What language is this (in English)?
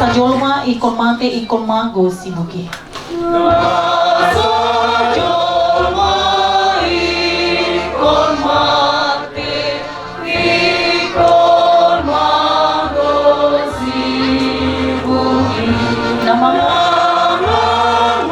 Batak Toba